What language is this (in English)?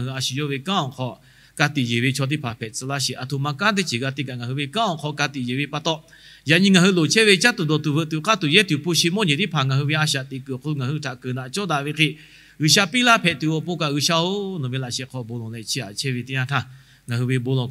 Lahu